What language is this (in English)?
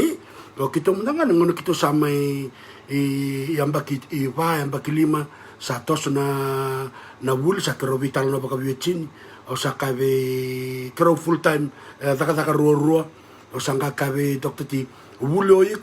Fijian